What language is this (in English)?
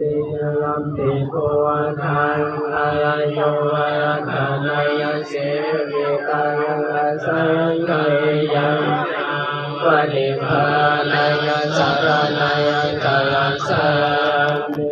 Pali